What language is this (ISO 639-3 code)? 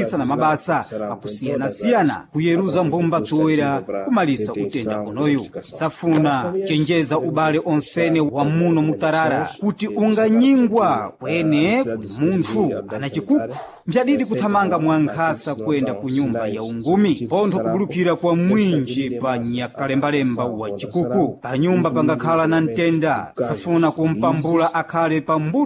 seh